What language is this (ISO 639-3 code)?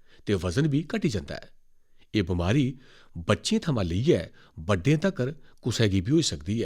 doi